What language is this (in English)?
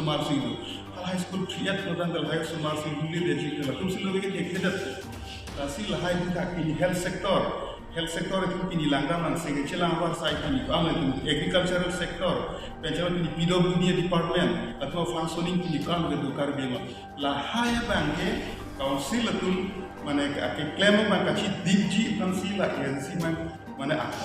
Karbi